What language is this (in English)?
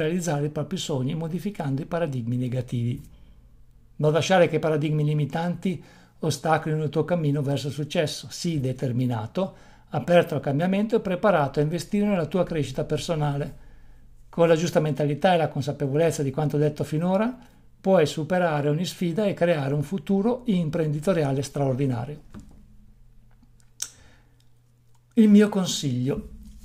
Italian